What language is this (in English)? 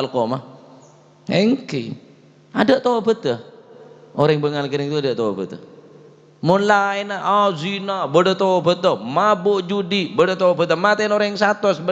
Madurese